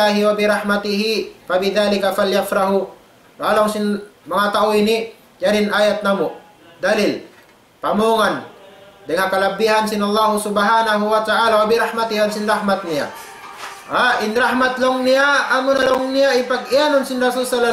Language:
Tausug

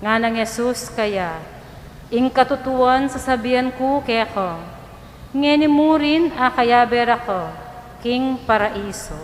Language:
Pampanga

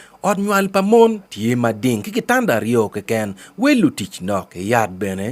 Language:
Acoli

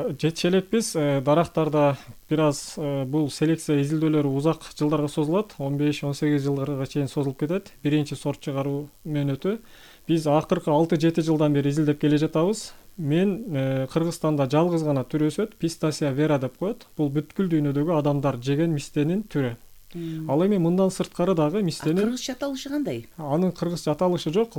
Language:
Kyrgyz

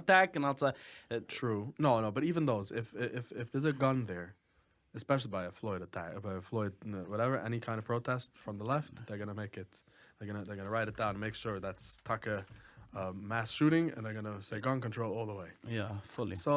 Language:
Yiddish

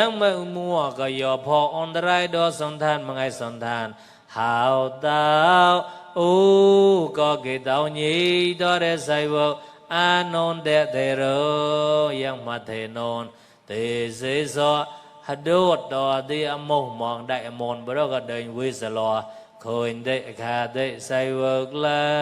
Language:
Mon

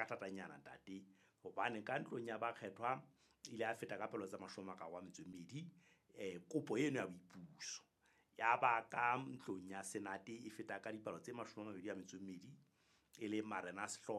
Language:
Southern Sotho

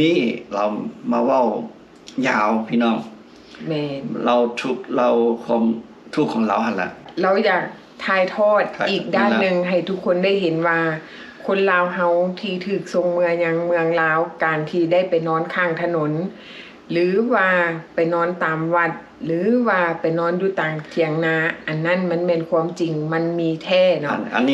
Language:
Lao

